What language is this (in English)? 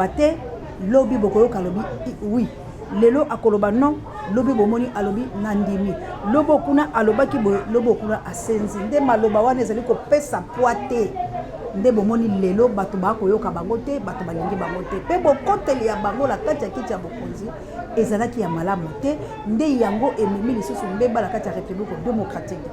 Lingala